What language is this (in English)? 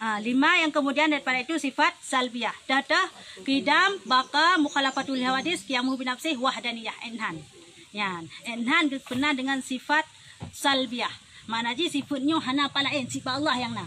Achinese